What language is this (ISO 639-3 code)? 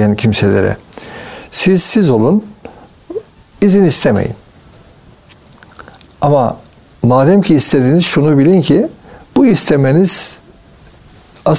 tur